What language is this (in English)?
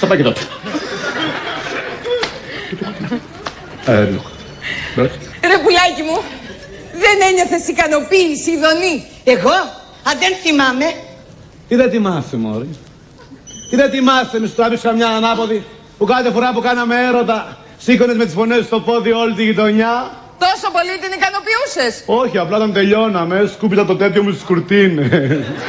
Greek